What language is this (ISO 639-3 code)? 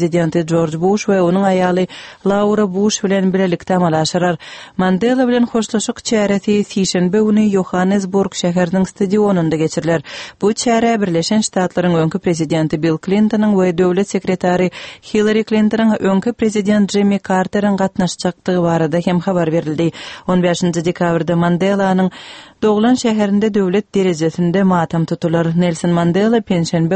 tuk